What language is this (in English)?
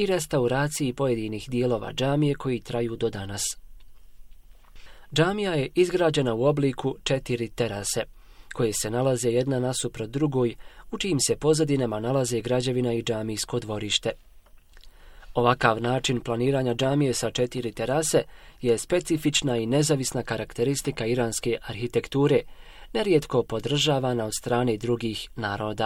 Bosnian